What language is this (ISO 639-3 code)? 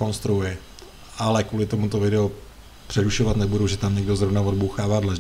ces